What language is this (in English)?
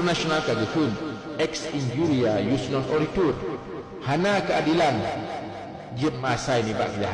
Achinese